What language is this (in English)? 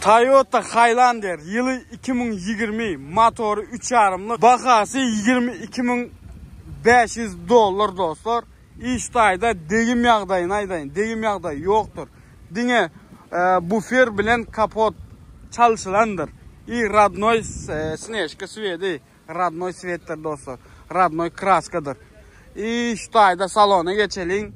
Turkmen